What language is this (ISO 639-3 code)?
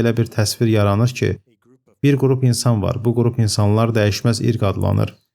aze